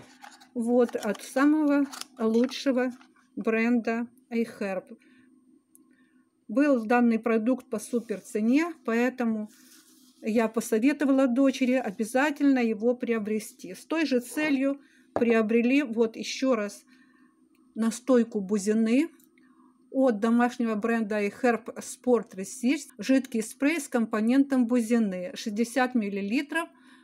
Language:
Russian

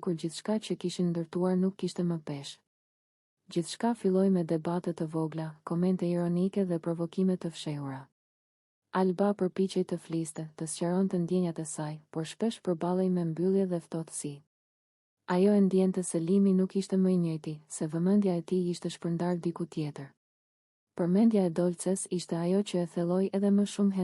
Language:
Albanian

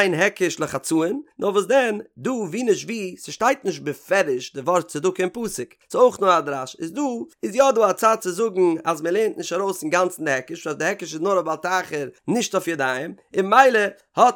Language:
Yiddish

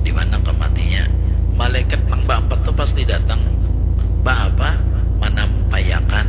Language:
Banjar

